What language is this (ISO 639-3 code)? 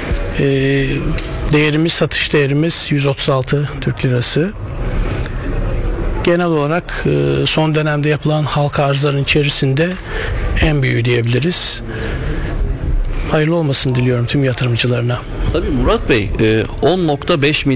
tur